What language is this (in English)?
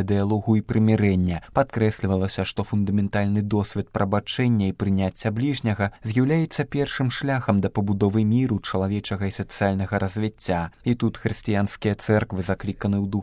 Belarusian